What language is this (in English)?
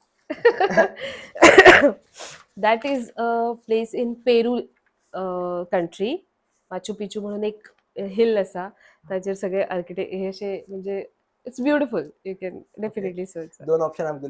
Konkani